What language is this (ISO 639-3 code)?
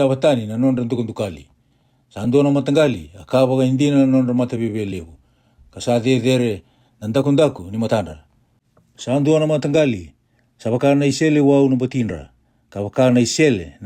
fij